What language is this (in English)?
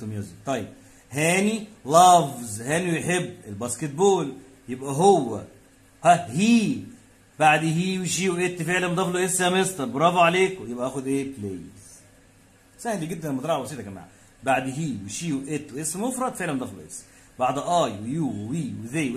Egyptian Arabic